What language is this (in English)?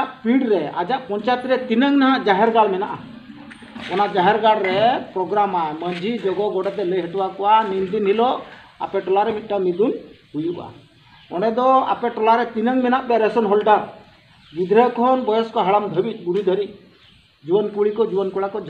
Santali